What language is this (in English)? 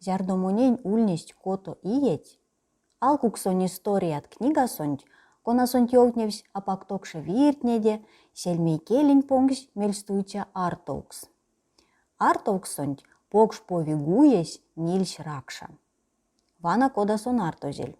Erzya